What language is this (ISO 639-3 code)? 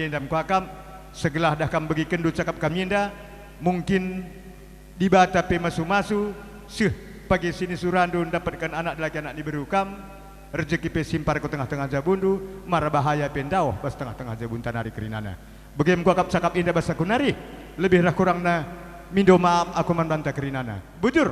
btx